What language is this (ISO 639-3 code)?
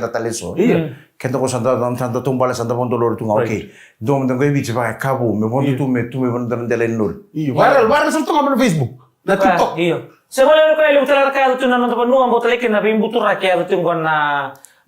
fij